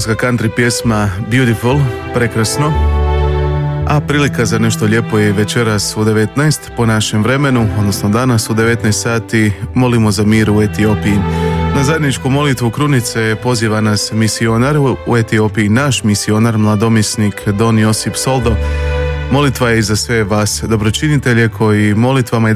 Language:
Croatian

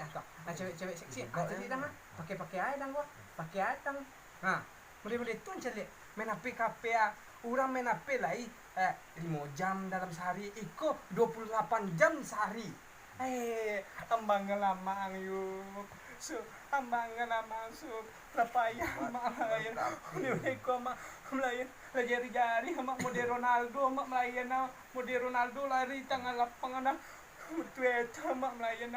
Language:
Minangkabau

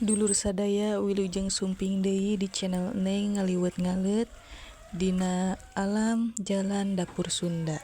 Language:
Sundanese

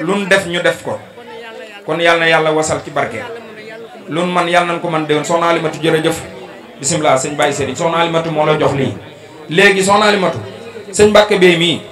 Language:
Wolof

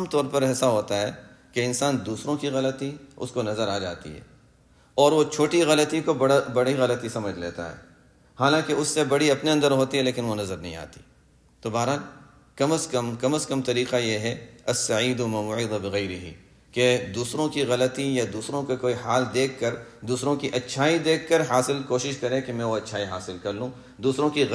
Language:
Urdu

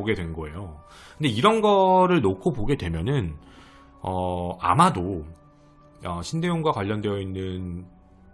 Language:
Korean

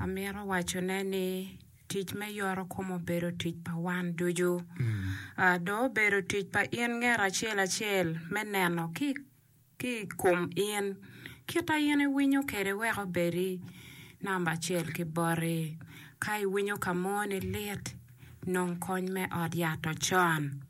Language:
Acoli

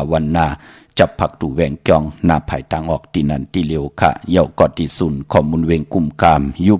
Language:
Shan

